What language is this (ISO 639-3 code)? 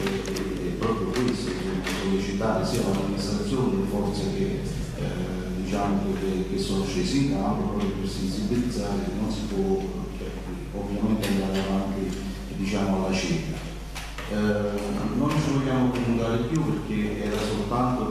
ita